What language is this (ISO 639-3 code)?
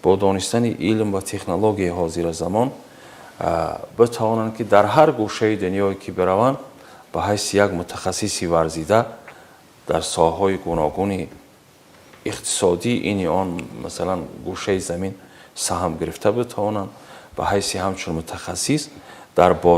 tgk